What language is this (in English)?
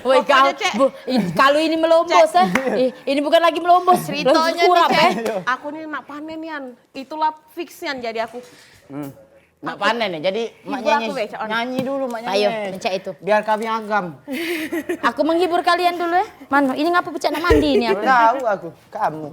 Musi